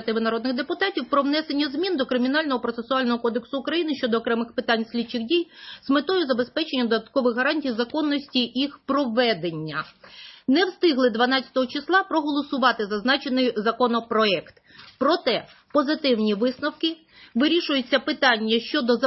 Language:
Ukrainian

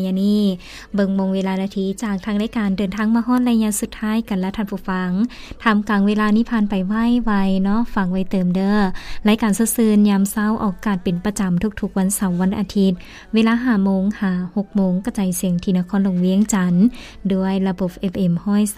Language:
Lao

